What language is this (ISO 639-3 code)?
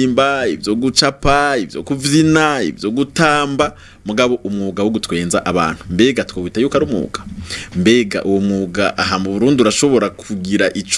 run